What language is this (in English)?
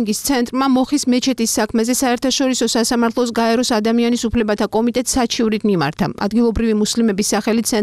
Georgian